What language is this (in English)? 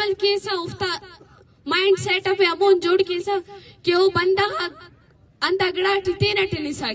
Brahui